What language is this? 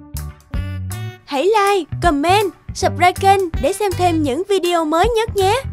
Vietnamese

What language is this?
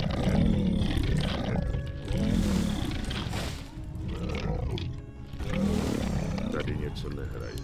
Czech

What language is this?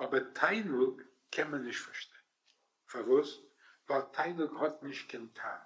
Yiddish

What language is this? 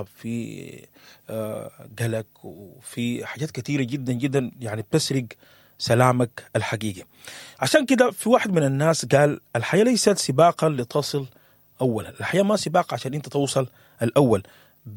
Sudanese Arabic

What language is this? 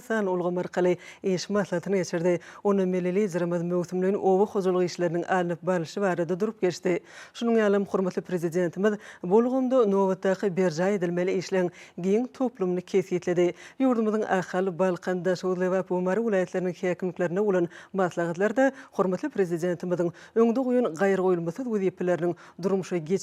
Turkmen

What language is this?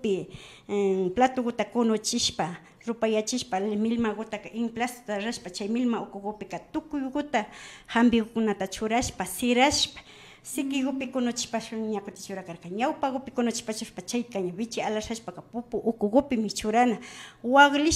Imbabura Highland Quichua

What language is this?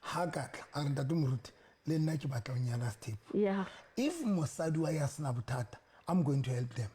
Southern Sotho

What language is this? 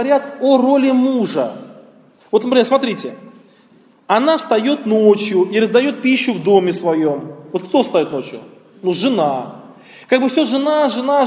Russian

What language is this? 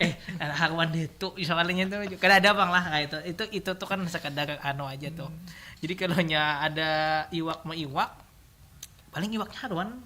Banjar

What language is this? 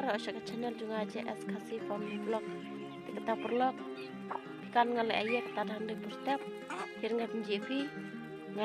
Khasi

